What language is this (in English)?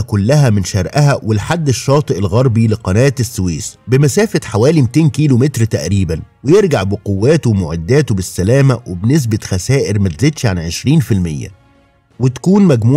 Egyptian Arabic